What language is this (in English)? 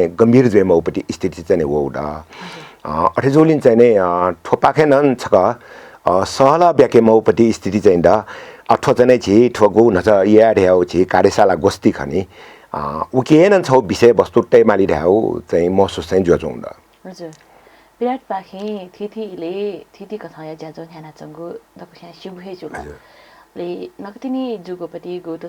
Newari